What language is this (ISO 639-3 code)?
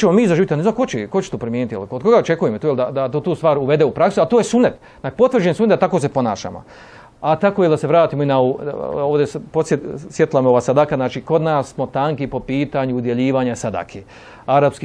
bos